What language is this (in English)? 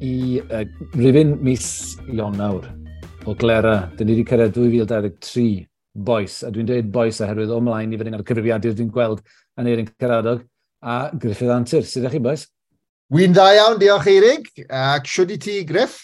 Welsh